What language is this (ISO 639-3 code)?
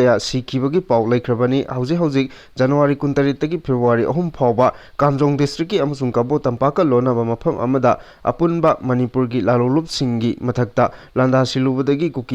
mni